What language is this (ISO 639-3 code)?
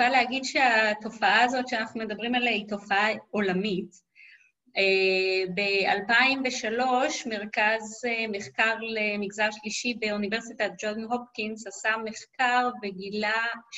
heb